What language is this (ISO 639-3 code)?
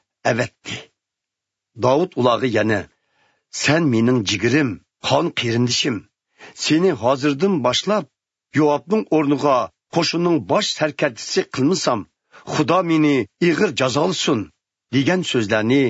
uig